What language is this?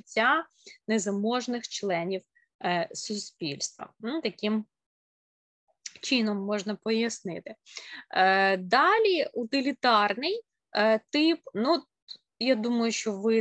Ukrainian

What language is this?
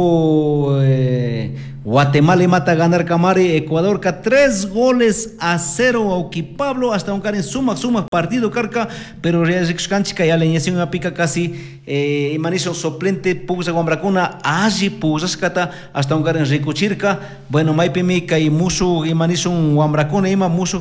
Chimborazo Highland Quichua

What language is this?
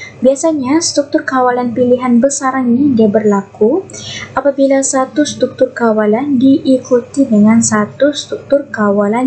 Malay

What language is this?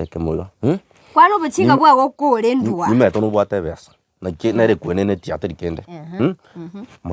Gusii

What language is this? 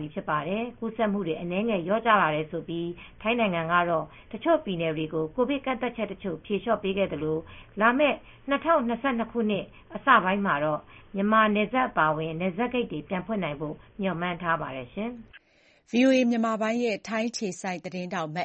Burmese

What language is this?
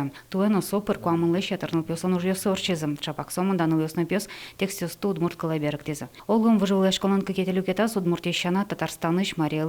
Udmurt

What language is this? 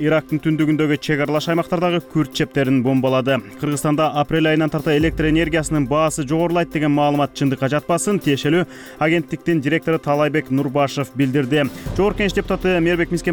Kyrgyz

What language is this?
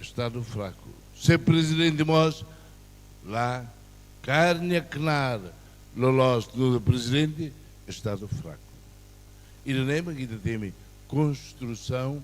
Tetum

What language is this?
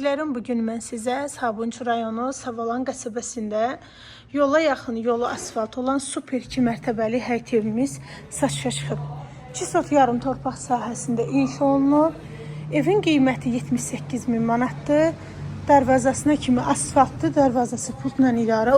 Azerbaijani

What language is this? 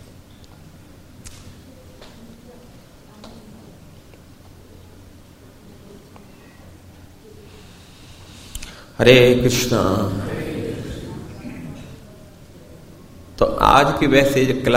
Hindi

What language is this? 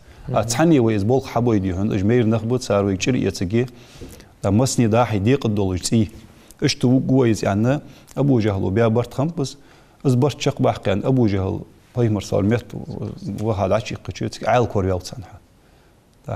Ingush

